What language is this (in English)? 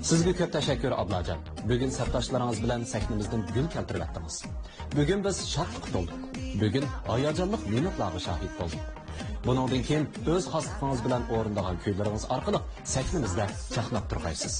Uyghur